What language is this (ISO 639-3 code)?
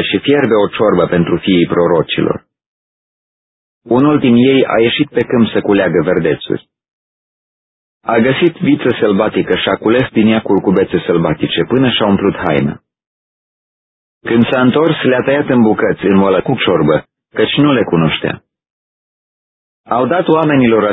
ron